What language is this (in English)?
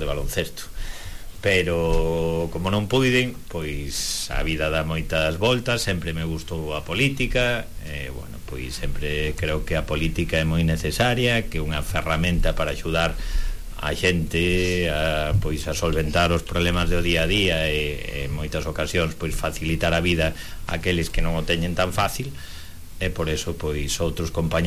Galician